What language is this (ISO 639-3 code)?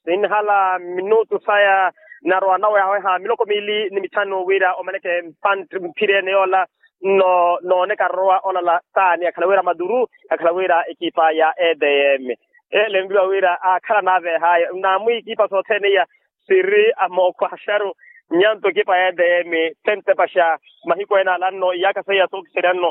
vmw